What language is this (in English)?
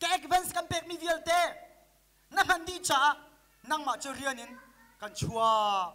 Hakha Chin